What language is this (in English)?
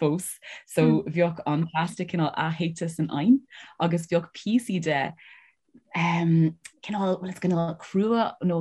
Irish